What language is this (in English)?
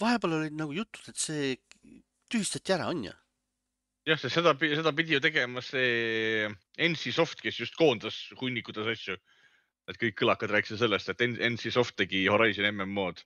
Estonian